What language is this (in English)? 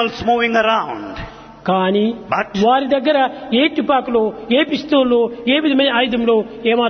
Telugu